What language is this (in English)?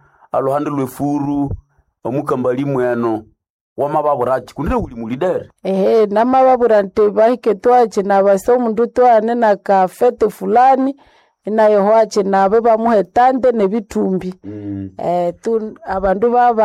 Nande